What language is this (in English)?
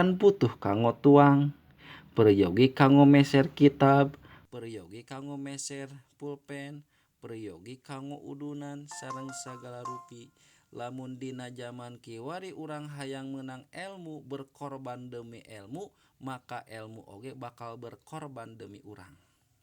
Sundanese